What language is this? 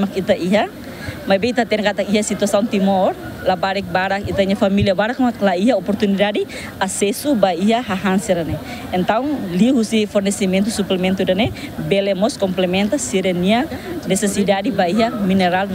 Tetum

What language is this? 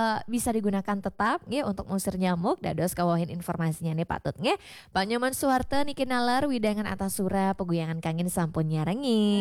Balinese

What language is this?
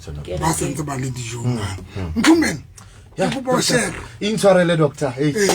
Southern Sotho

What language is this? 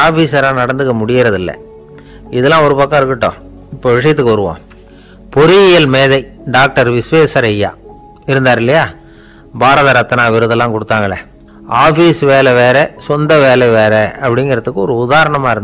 Tamil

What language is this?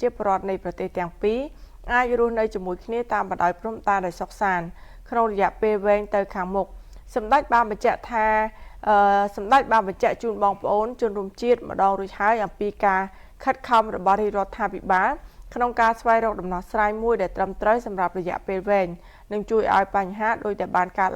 Khmer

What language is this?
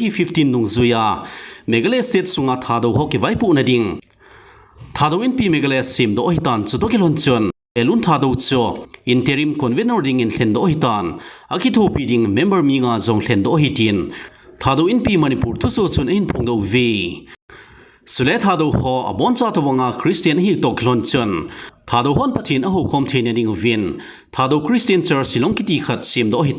Thado Chin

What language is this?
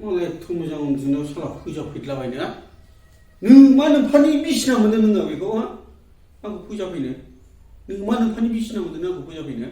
Bodo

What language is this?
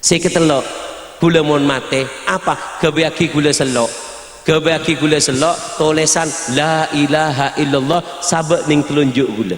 Madurese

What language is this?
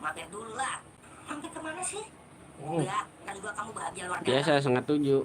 Betawi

